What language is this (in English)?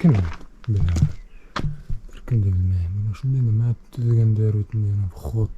Bashkir